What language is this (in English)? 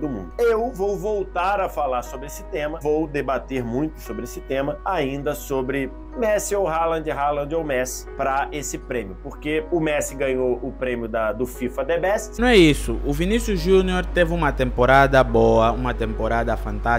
Portuguese